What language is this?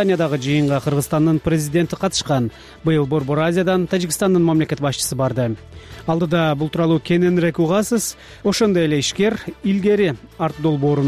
Kyrgyz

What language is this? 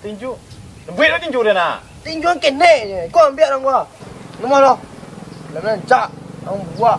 Minangkabau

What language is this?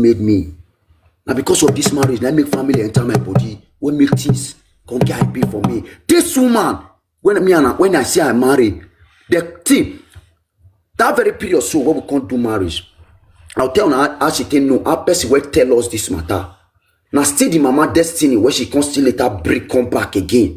Nigerian Pidgin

